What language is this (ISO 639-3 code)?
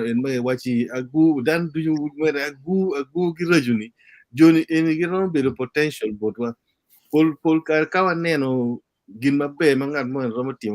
ach